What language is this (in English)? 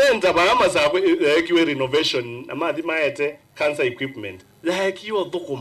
Kamba